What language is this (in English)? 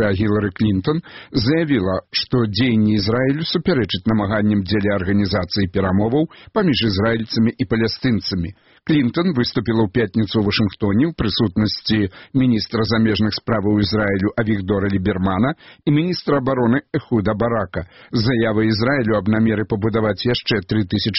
Belarusian